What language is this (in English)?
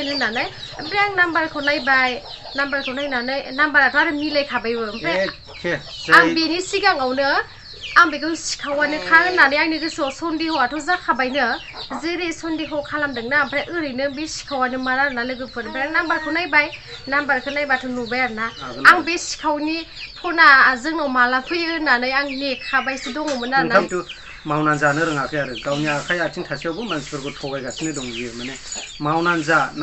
Bodo